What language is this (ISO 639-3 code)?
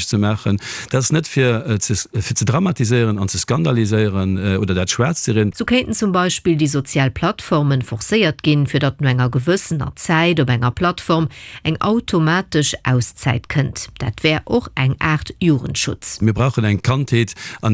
ltz